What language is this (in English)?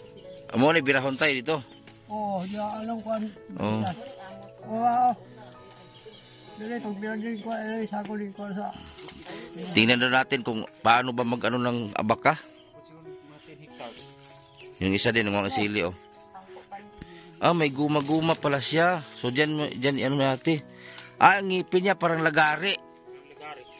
Filipino